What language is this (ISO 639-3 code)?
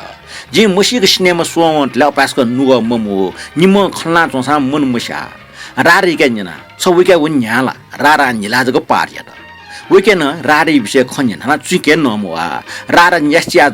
new